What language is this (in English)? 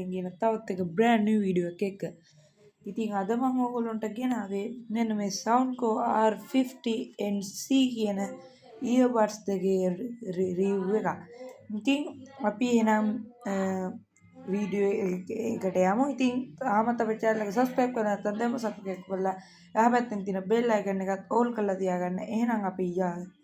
Sinhala